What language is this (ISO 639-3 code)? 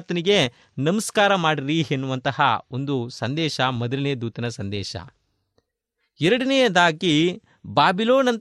kan